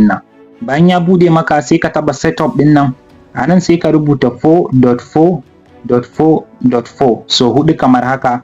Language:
Hausa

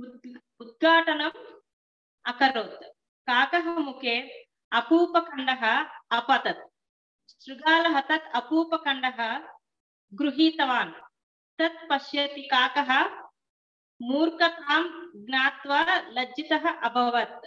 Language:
Sanskrit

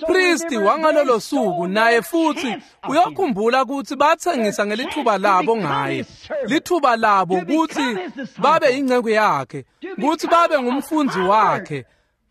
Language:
Swati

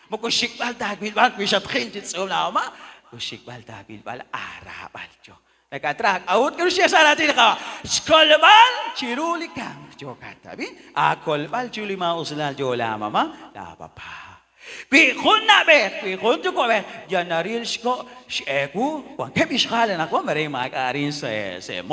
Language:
Kekchí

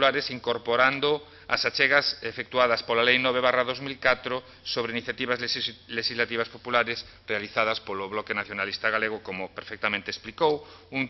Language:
Galician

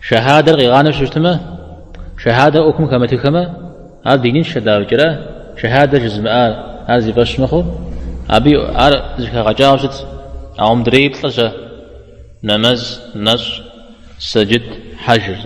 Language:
Kabardian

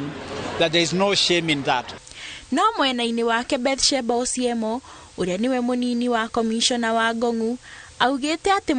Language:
Kikuyu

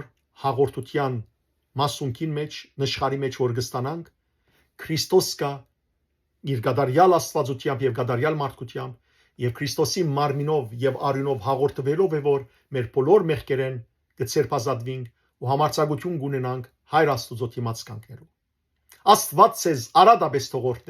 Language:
Western Armenian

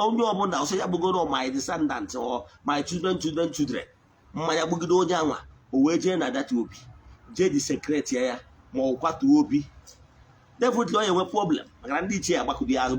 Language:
Igbo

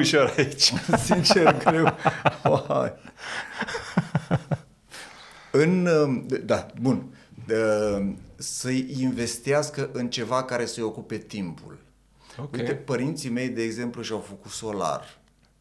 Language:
Romanian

